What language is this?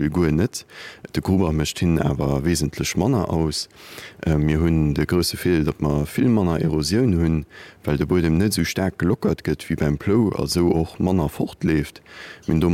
Luxembourgish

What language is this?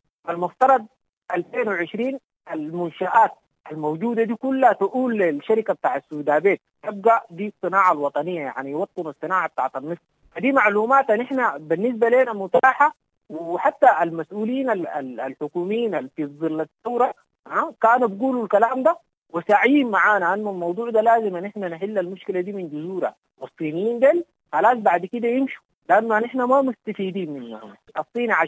Sudanese Arabic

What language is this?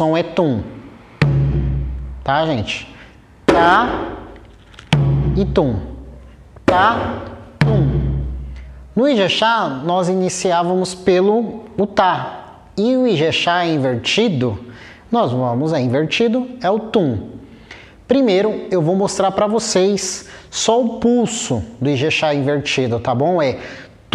Portuguese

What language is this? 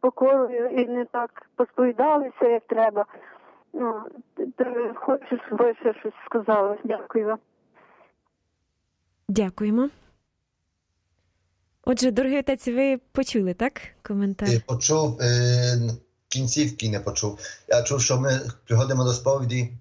Ukrainian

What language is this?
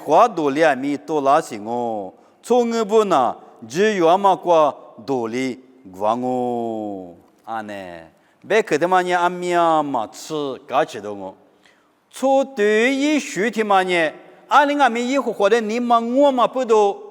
Lisu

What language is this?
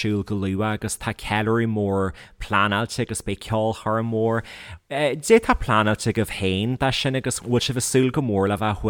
Irish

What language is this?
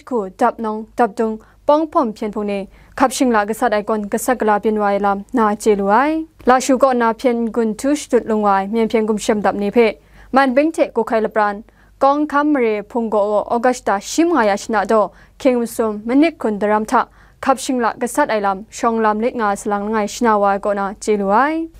Kachin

